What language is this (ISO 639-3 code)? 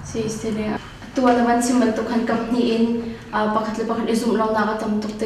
cnh